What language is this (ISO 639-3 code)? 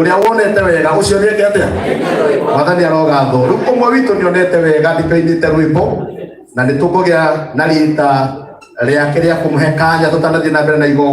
kik